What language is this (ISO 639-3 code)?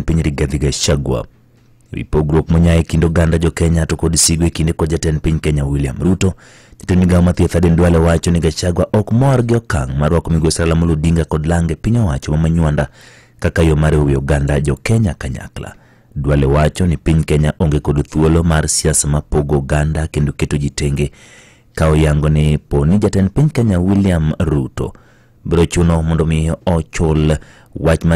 luo